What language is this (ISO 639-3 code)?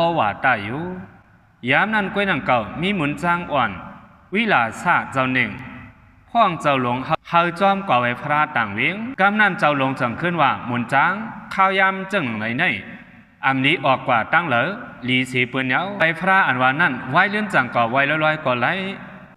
shn